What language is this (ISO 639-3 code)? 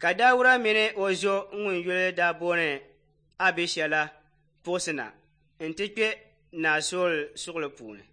dag